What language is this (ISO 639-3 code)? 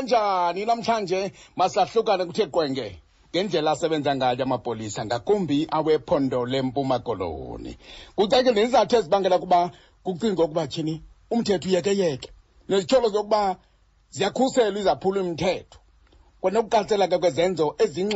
xho